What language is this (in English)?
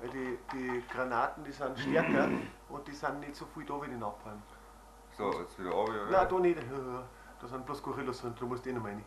Bavarian